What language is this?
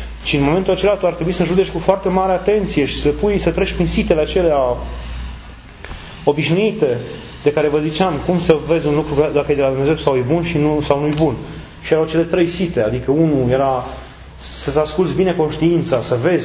Romanian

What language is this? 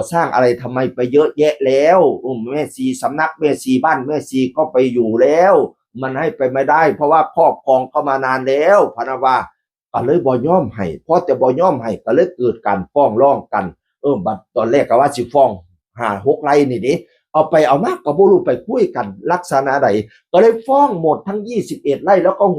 Northeastern Thai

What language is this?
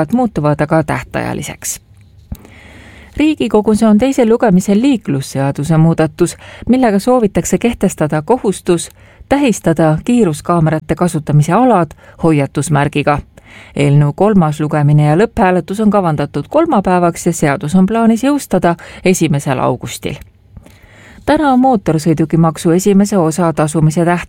Estonian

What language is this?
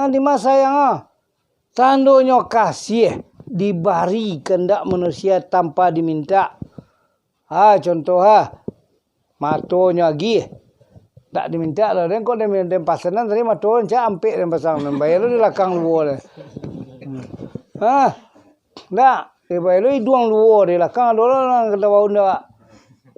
Minangkabau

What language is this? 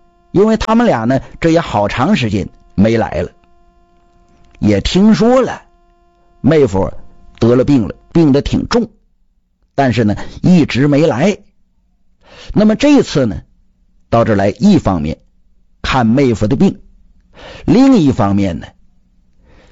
Chinese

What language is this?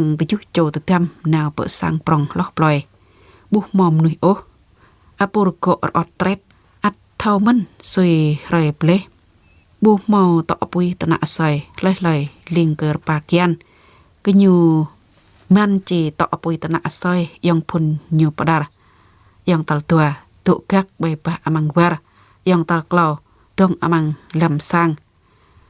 Jarai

